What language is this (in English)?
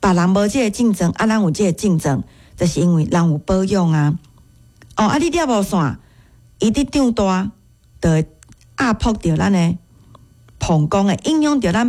Min Nan Chinese